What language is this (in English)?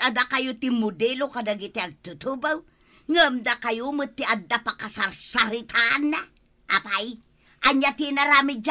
Iloko